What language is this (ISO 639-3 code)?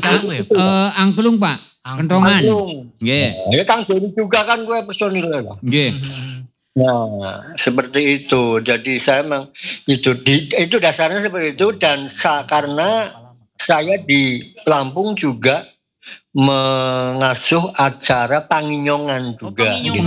ind